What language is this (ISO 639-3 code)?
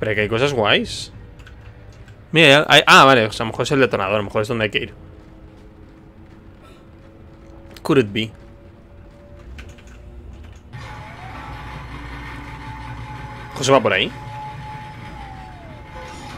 spa